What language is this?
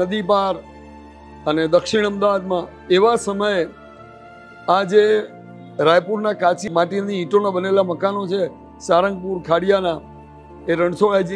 Gujarati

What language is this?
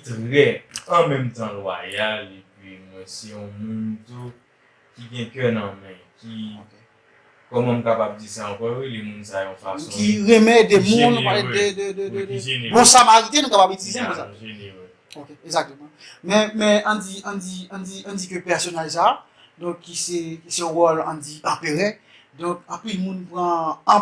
Haitian Creole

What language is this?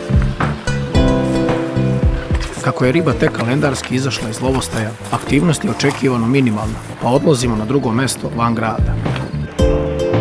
Serbian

